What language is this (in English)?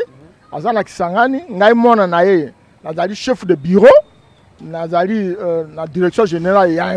Lingala